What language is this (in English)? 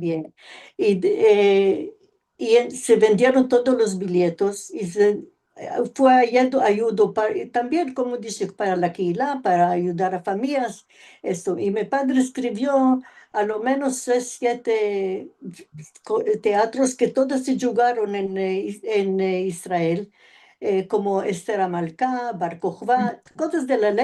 Ladino